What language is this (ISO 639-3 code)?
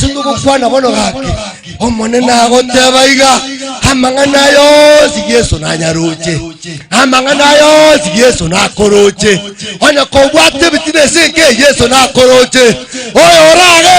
guz